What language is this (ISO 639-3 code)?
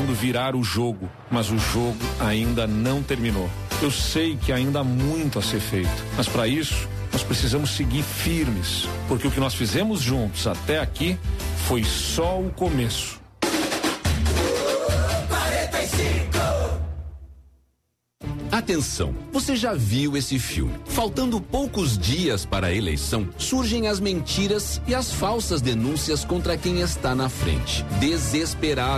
por